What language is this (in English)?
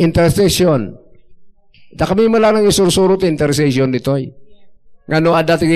Iloko